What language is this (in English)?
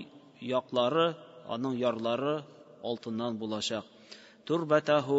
Tatar